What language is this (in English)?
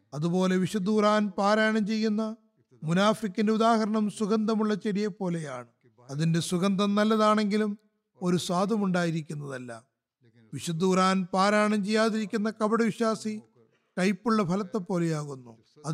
Malayalam